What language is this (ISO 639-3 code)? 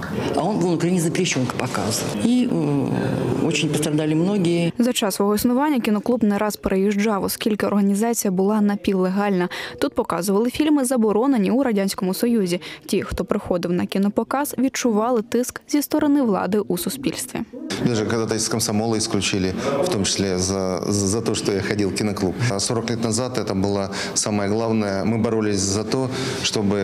ukr